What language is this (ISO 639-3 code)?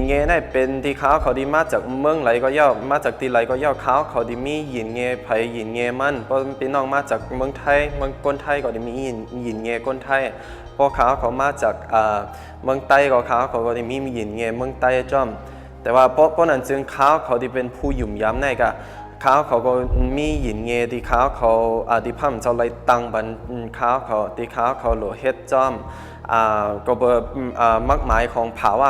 shn